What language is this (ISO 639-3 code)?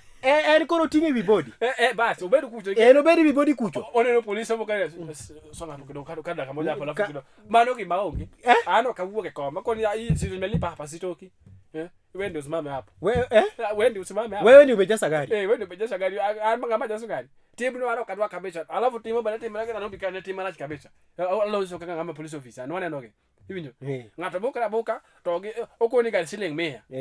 luo